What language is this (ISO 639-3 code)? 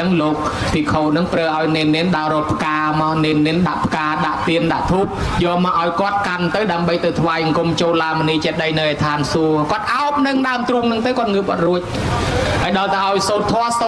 khm